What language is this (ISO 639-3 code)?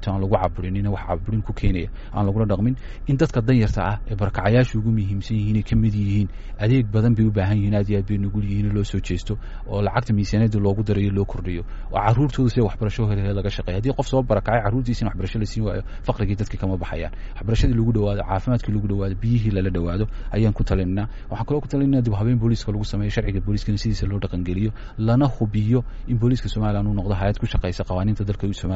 som